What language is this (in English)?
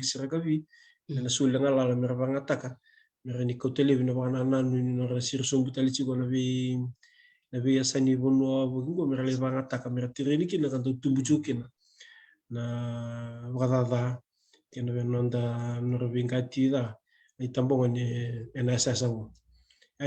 Fijian